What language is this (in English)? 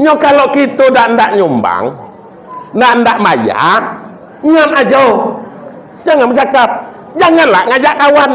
Minangkabau